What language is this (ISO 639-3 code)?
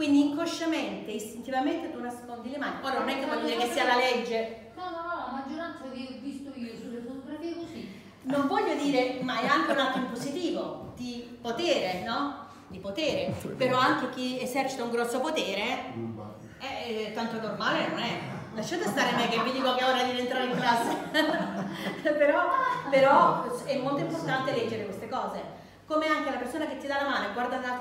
ita